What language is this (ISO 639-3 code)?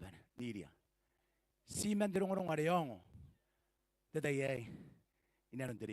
gil